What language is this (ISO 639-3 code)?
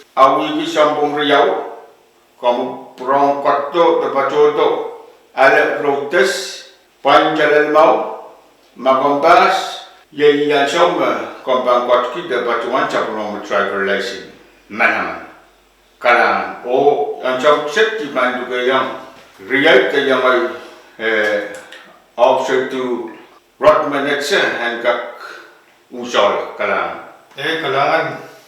pon